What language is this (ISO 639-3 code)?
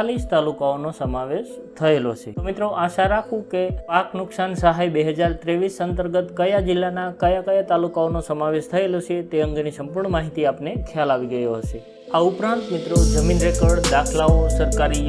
guj